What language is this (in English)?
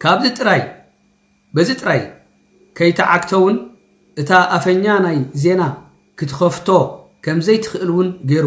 Tigrinya